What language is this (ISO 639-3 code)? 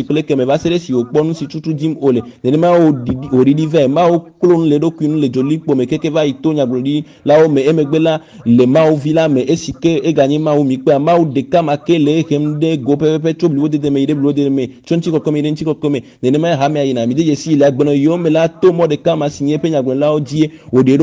ewe